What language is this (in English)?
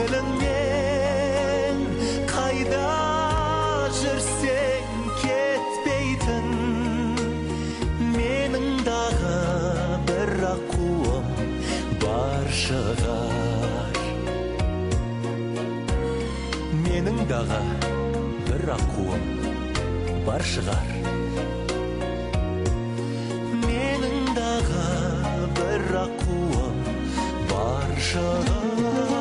Kazakh